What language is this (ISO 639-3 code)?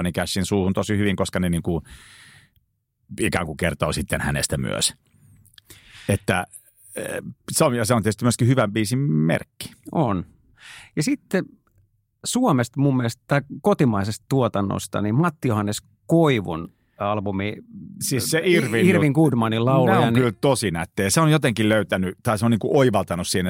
fin